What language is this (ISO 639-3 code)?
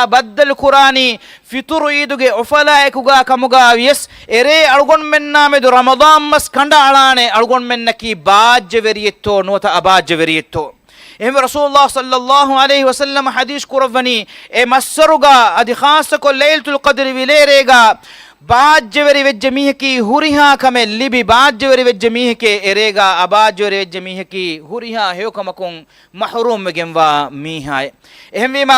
div